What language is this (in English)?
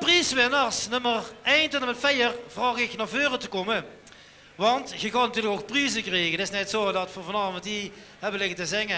Limburgish